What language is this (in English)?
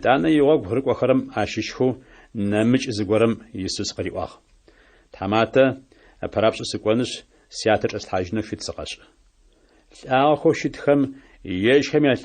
Adyghe